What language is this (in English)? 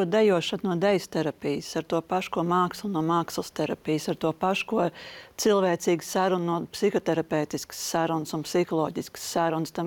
Latvian